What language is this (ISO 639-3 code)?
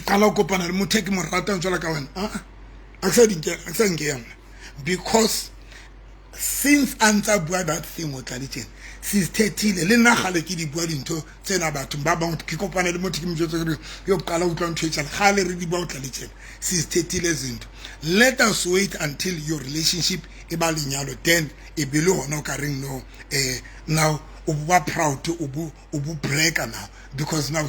sot